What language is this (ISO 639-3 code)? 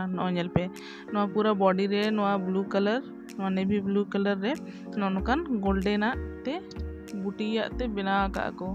sat